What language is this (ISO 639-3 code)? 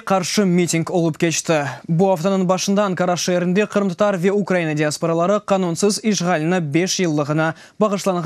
crh